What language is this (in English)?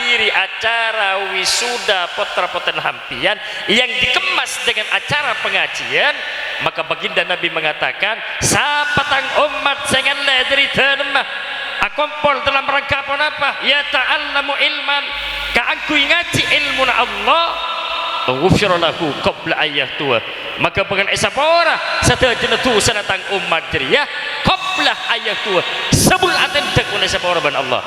Madurese